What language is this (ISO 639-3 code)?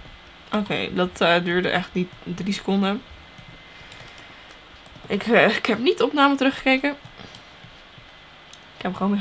nld